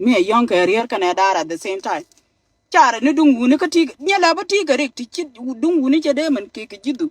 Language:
Nuer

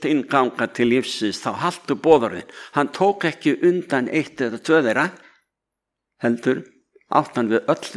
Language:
Icelandic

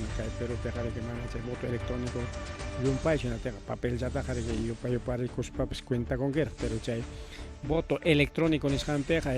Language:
Ayacucho Quechua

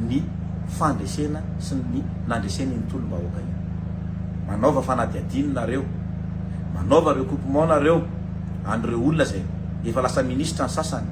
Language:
Malagasy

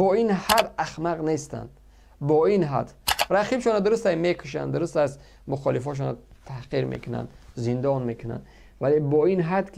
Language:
Tajik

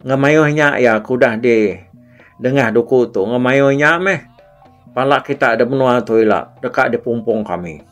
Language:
Iban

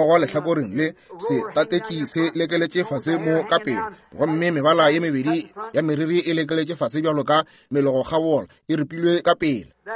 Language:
Northern Sotho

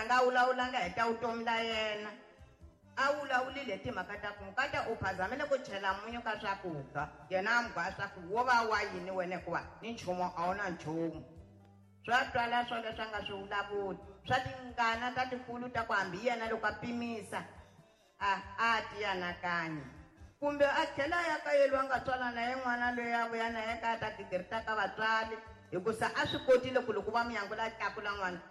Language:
Tsonga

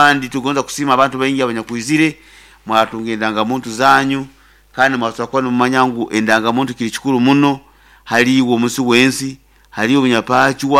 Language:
Nyoro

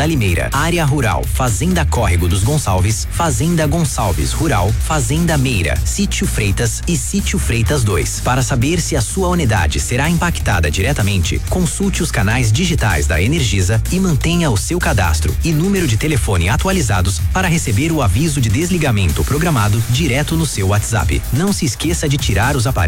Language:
Portuguese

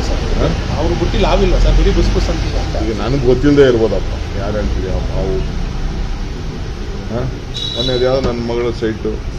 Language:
Kannada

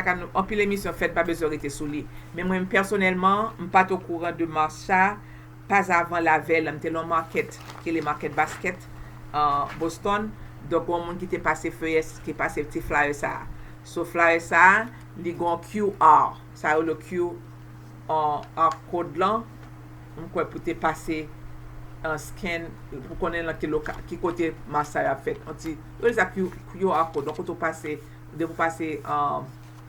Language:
Haitian Creole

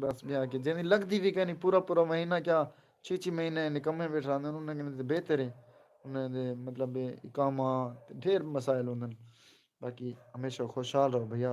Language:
Saraiki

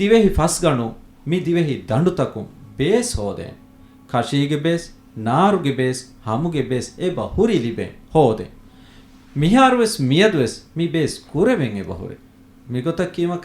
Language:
Divehi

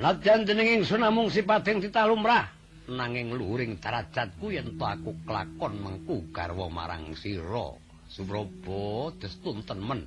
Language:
Javanese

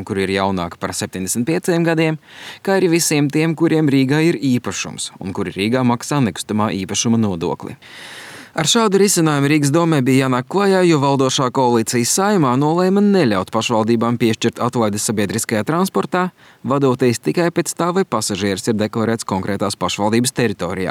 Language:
Latvian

